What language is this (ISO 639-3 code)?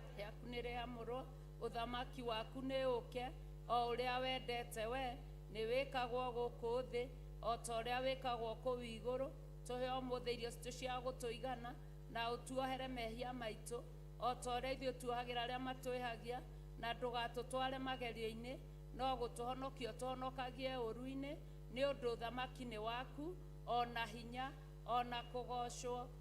kik